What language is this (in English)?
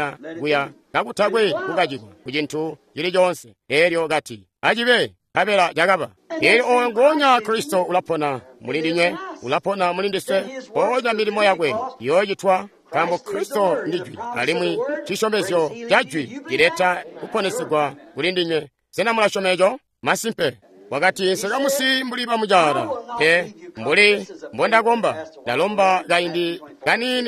Tonga (Zambia)